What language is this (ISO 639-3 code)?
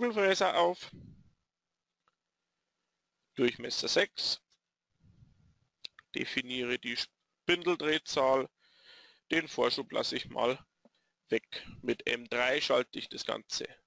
deu